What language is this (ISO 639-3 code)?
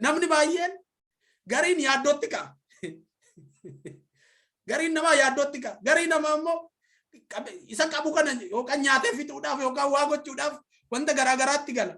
orm